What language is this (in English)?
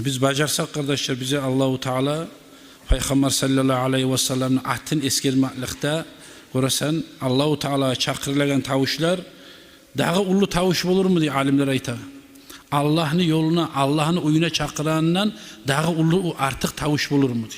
Kumyk